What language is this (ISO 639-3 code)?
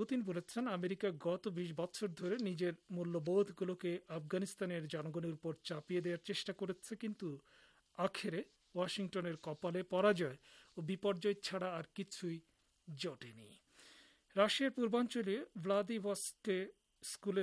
ben